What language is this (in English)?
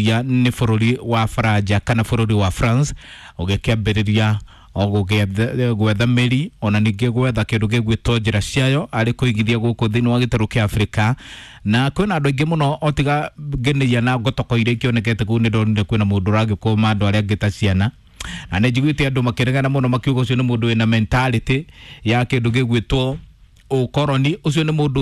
Kikuyu